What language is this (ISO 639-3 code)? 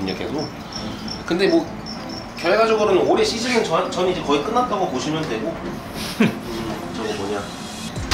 kor